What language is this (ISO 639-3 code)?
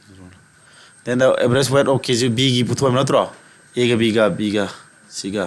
mni